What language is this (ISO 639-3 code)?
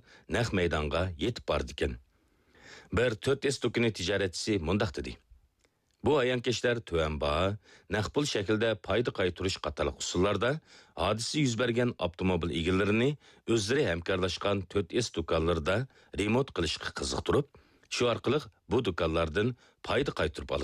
uig